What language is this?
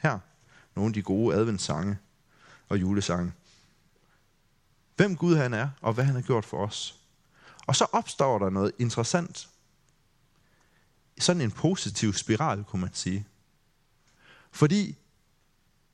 Danish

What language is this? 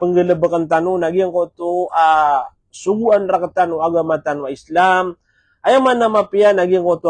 Maranao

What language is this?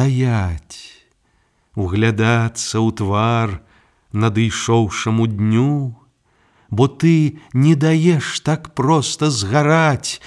Belarusian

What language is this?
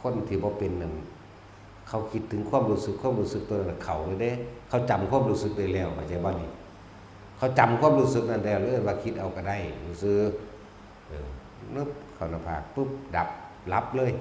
Northeastern Thai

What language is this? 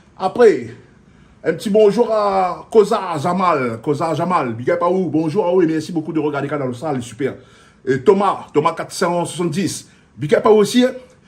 Réunion Creole French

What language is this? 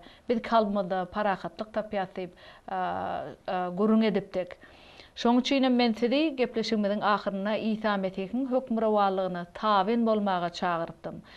Turkmen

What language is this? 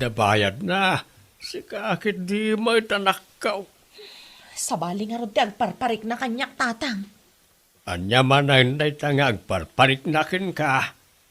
Iloko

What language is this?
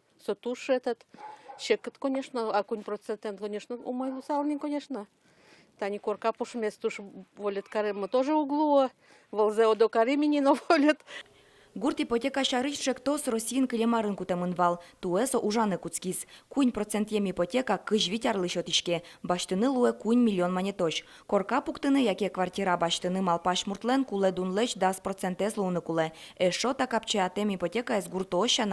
Udmurt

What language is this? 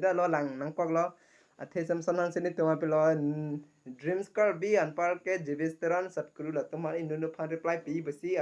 Karbi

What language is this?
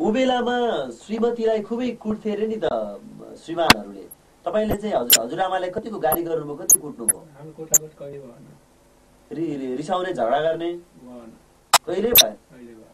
Nepali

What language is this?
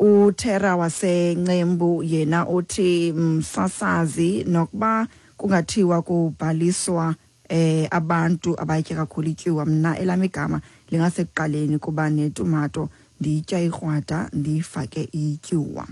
Xhosa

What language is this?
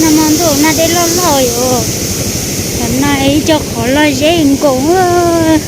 Hmong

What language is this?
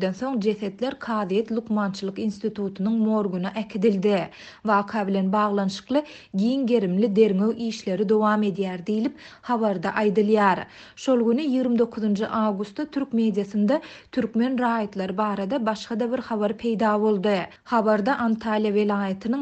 Turkmen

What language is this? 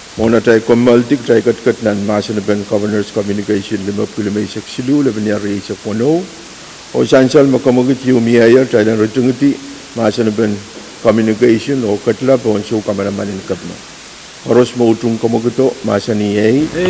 Pohnpeian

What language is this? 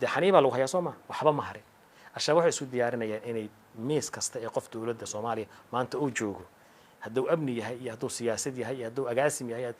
Somali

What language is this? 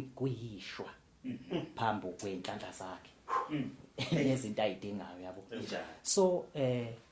Zulu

